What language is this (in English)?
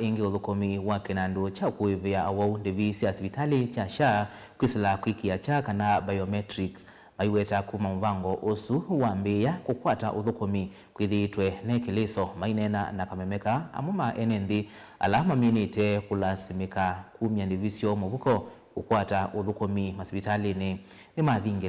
Kamba